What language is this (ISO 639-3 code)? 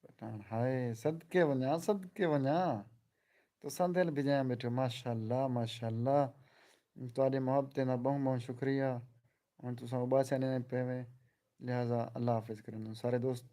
skr